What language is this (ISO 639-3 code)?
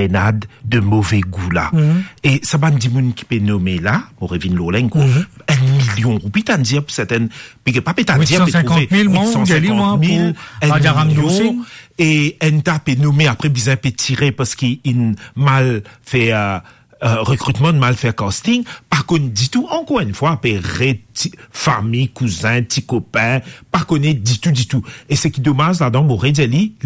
mfe